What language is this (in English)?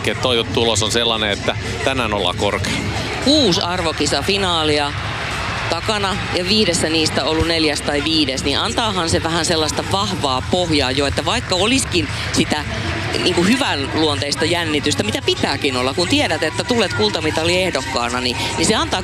Finnish